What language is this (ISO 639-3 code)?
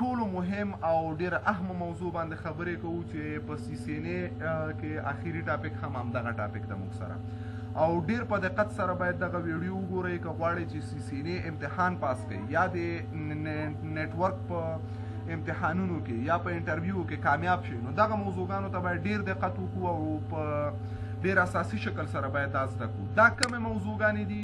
pus